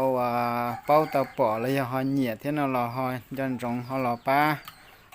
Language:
Hmong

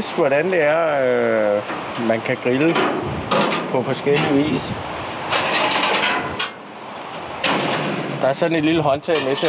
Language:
Danish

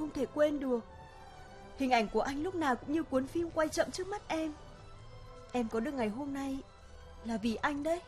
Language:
Vietnamese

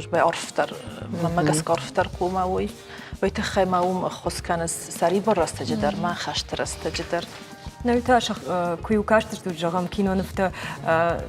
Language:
Ossetic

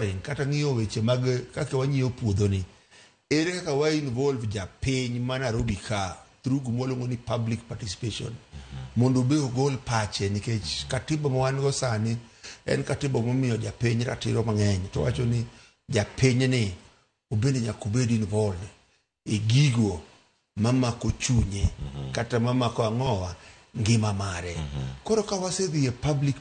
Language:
Luo (Kenya and Tanzania)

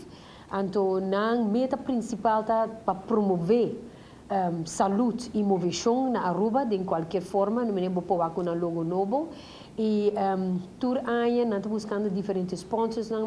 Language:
Papiamento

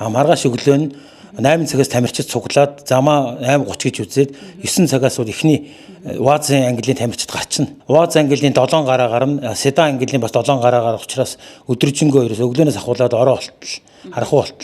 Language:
Mongolian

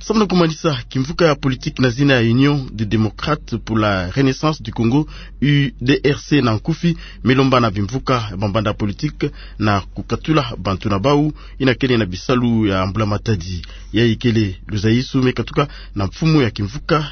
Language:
Kituba (Democratic Republic of Congo)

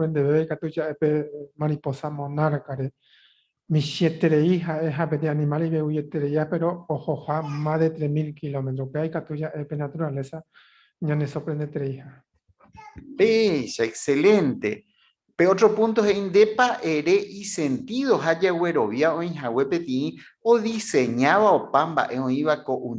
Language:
Guarani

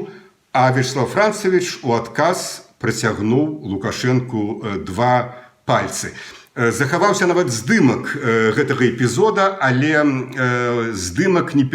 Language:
Belarusian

